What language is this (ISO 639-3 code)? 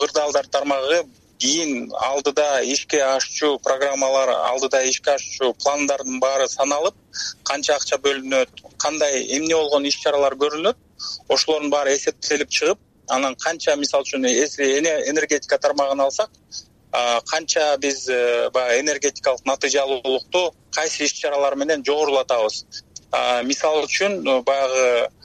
kir